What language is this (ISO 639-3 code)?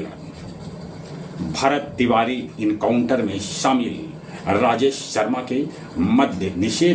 mag